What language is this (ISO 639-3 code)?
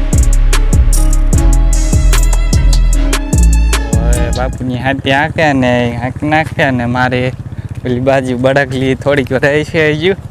guj